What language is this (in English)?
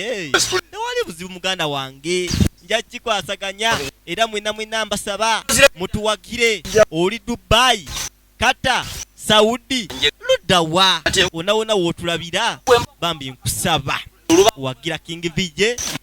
Ganda